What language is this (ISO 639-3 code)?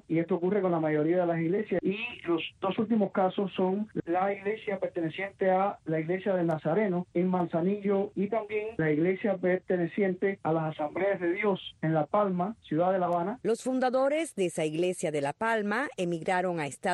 spa